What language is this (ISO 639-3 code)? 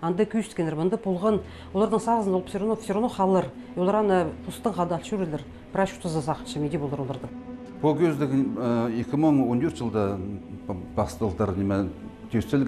kjh